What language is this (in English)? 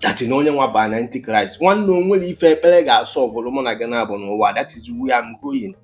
Igbo